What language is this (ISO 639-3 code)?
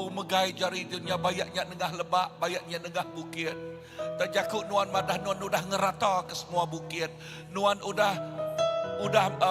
iba